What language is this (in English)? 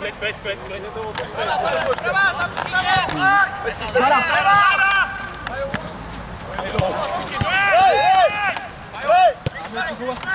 Czech